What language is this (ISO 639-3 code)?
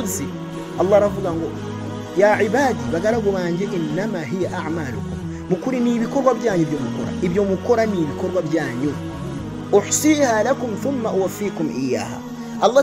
kin